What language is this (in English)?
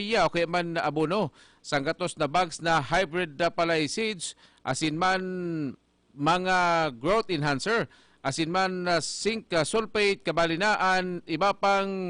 Bikol